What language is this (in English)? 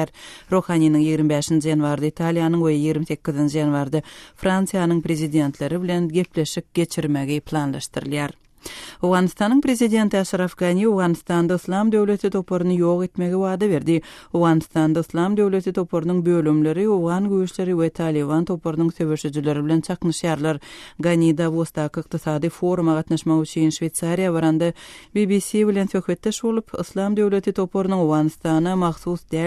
Turkmen